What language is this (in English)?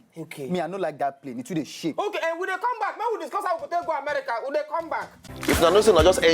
Nigerian Pidgin